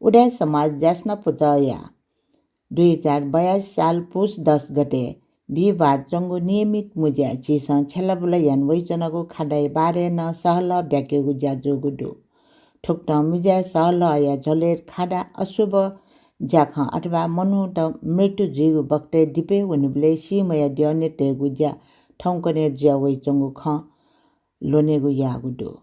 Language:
Newari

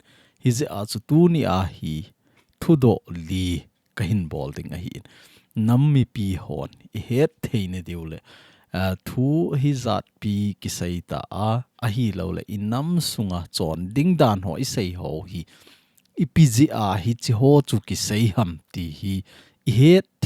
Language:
Thado Chin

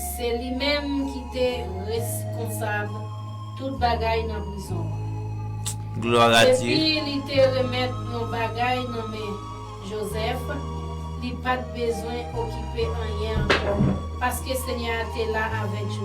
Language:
Haitian Creole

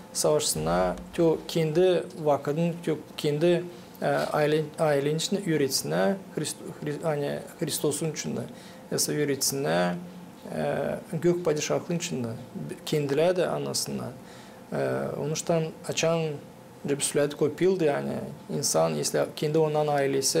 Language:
Gagauz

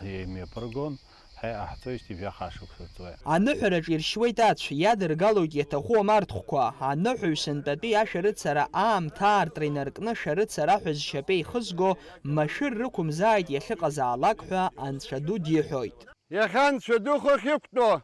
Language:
Abkhazian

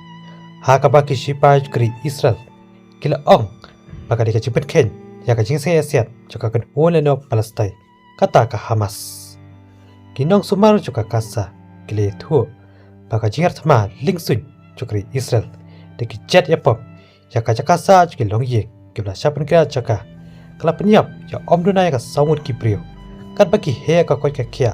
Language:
Khasi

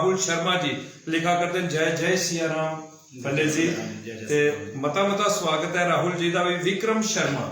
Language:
Dogri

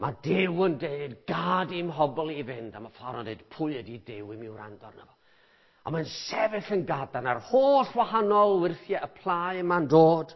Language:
Welsh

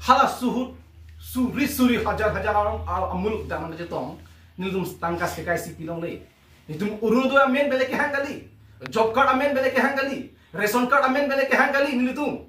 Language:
Karbi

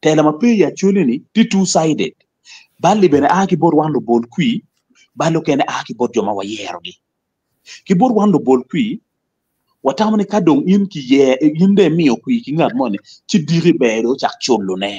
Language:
Acoli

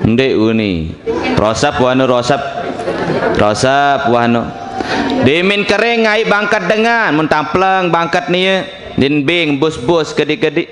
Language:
Sasak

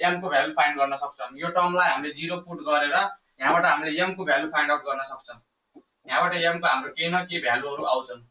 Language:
Nepali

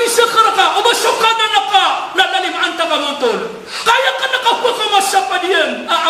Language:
Maranao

